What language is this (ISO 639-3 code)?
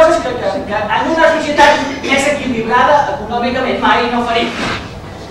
cat